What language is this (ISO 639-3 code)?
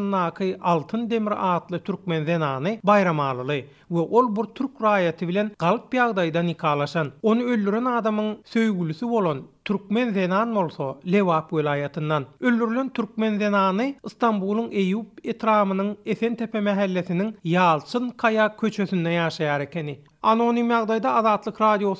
tuk